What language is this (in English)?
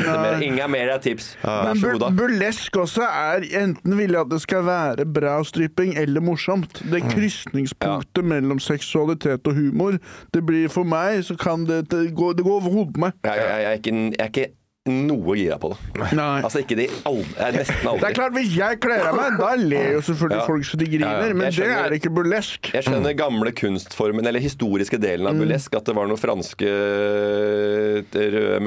Norwegian